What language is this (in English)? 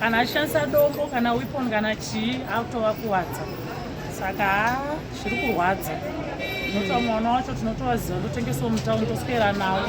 Shona